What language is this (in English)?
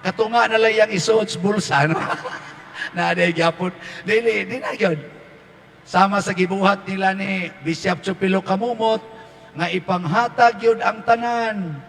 Cebuano